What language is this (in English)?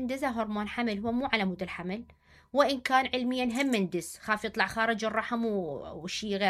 Mesopotamian Arabic